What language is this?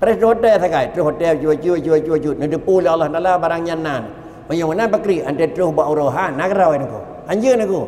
Achinese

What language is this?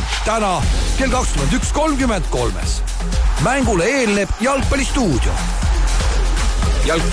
Estonian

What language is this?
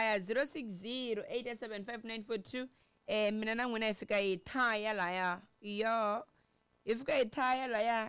Tsonga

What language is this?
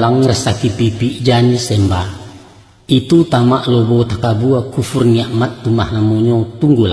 Minangkabau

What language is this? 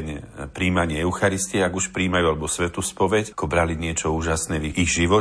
Slovak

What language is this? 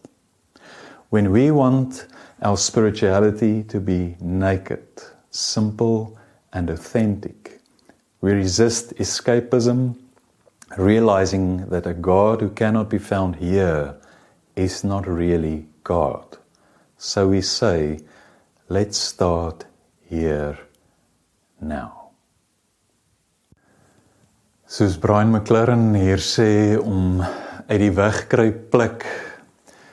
Afrikaans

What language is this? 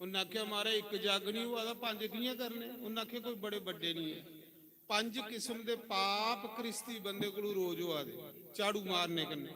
Dogri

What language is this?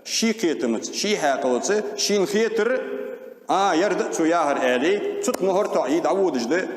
Ingush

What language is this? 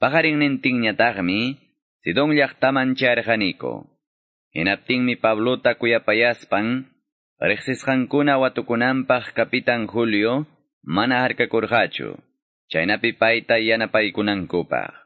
Quechua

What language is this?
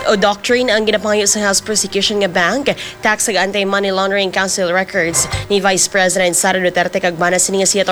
Hiligaynon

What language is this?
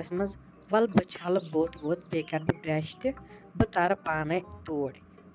Kashmiri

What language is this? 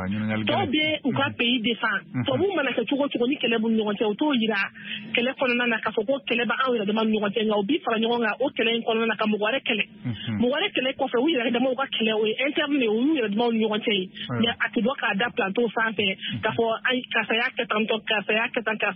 Bambara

